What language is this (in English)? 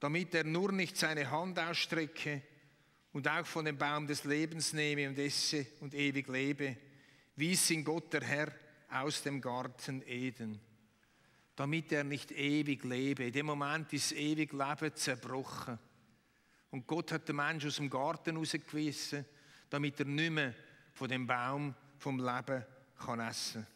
Swiss German